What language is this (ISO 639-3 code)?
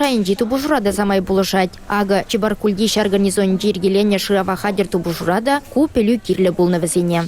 chv